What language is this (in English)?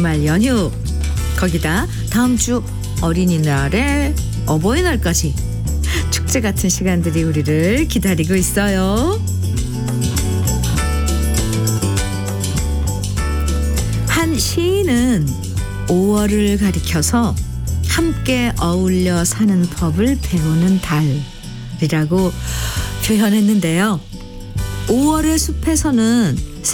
Korean